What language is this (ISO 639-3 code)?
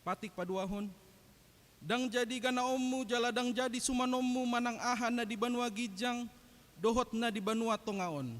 bbc